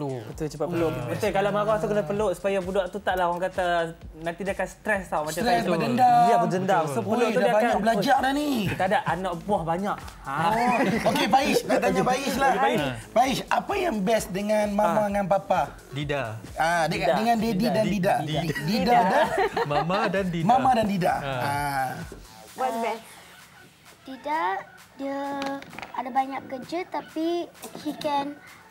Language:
Malay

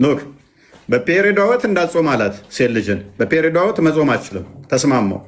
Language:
Amharic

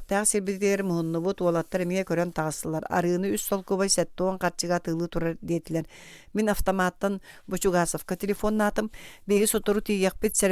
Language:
Yakut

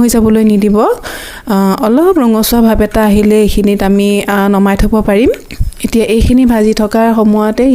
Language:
Assamese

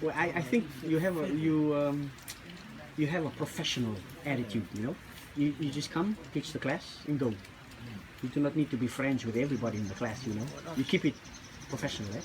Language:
Rotuman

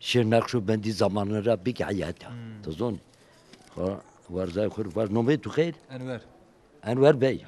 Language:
Zaza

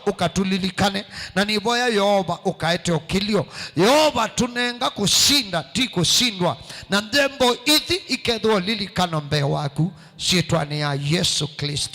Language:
Kamba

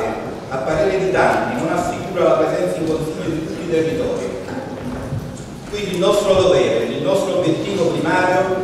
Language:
Italian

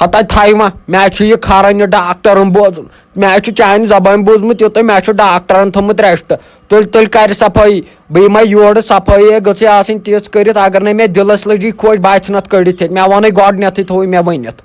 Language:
Kashmiri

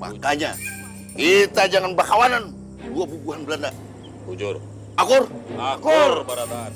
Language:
Banjar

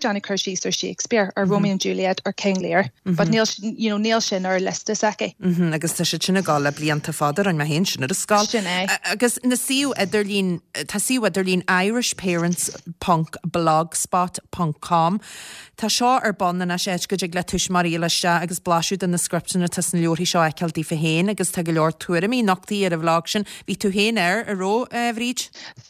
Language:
Irish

